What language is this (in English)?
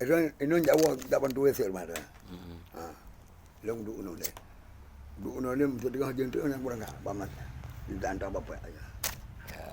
Achinese